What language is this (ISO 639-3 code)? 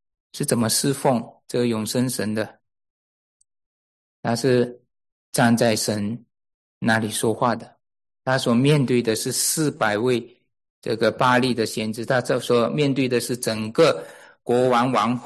zho